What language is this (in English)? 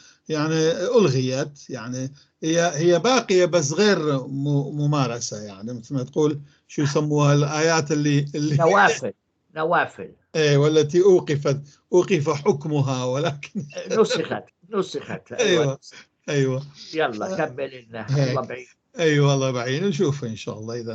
North Levantine Arabic